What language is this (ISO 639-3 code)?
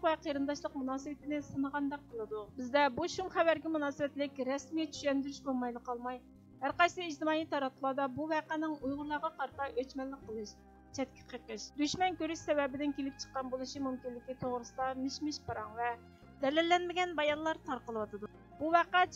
uig